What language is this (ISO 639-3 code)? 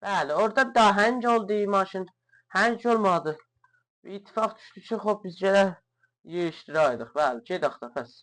azb